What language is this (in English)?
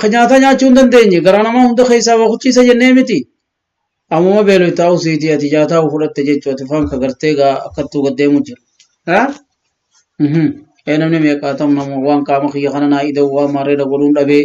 Oromo